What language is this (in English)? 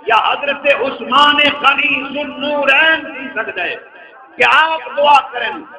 Saraiki